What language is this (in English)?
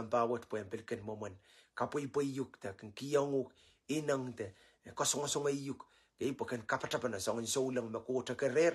Pohnpeian